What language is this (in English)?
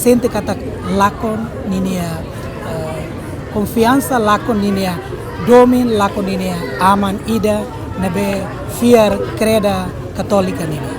Tetum